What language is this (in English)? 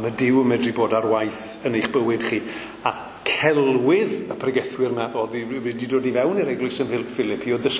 Welsh